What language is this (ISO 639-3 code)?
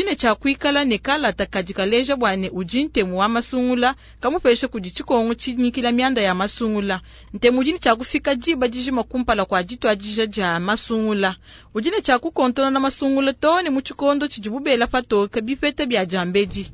lua